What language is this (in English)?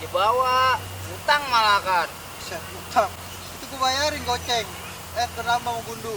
Betawi